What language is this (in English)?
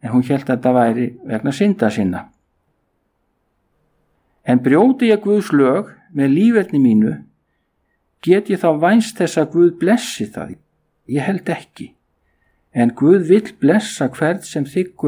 Icelandic